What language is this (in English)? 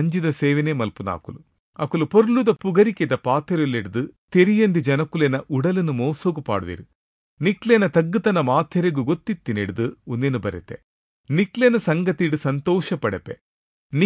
Tulu